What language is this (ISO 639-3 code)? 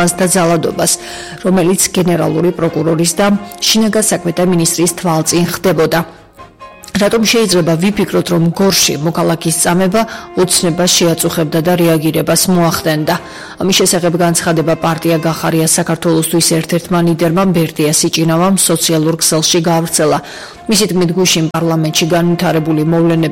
kat